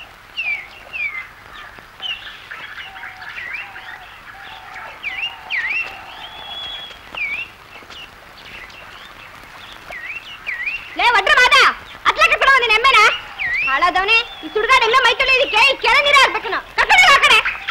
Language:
Kannada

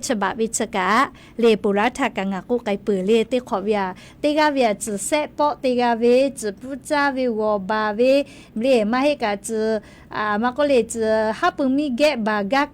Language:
Lahu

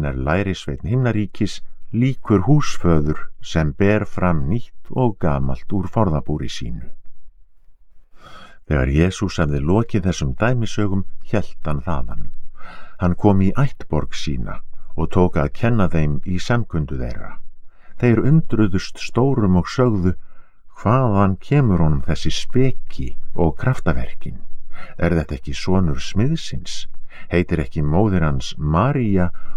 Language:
Icelandic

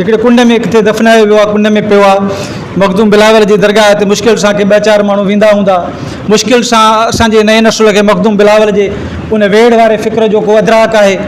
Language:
Sindhi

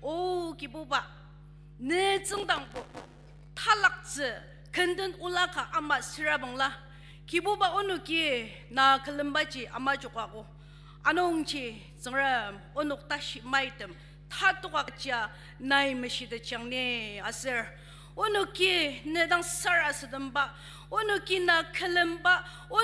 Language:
Ao Naga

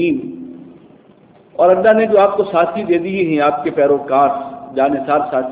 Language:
Urdu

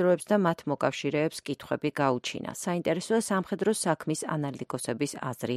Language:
Georgian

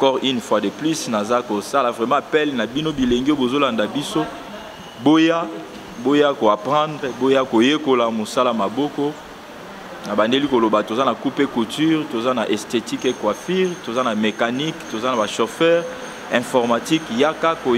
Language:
Lingala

